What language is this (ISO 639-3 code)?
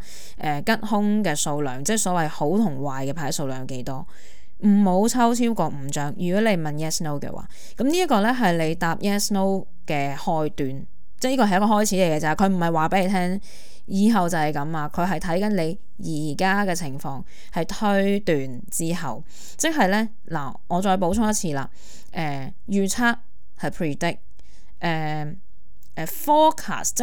yue